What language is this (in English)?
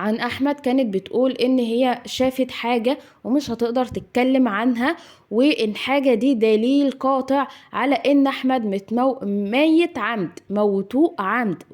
Egyptian Arabic